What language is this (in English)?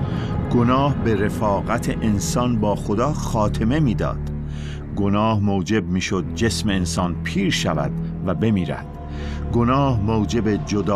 Persian